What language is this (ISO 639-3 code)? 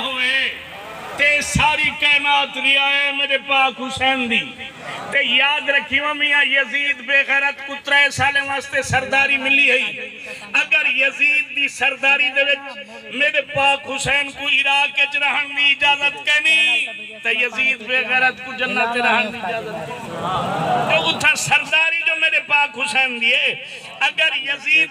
skr